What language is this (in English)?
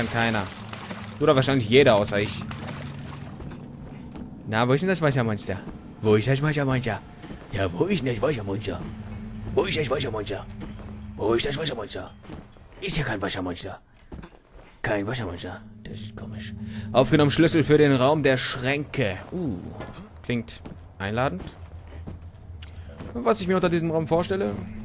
German